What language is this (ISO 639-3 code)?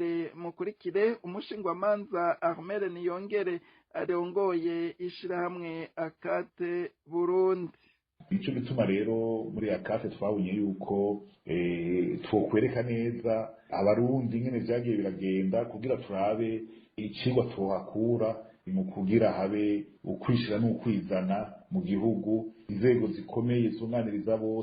run